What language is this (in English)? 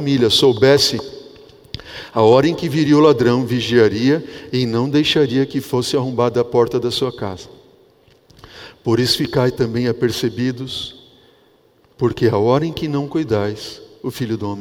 Portuguese